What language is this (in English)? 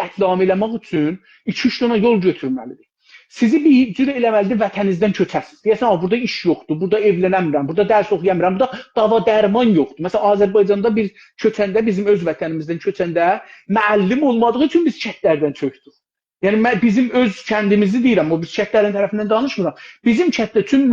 South Azerbaijani